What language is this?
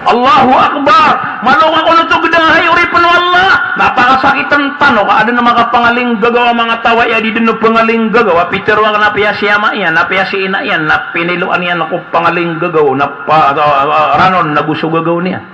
Maranao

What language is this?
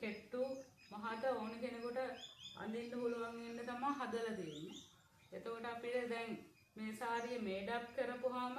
Sinhala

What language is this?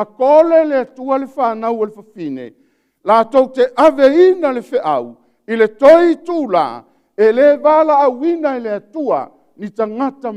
Samoan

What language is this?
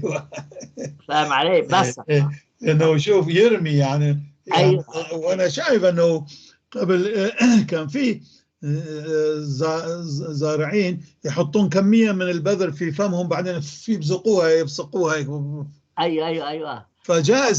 North Levantine Arabic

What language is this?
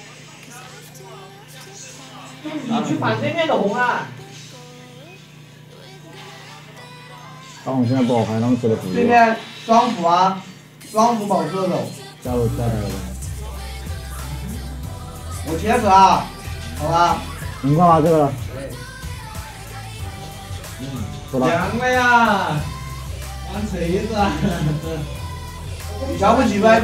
Chinese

